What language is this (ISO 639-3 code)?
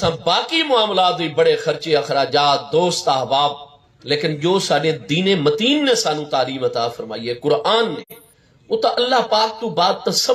skr